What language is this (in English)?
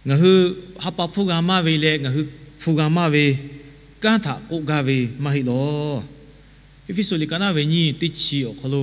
Lahu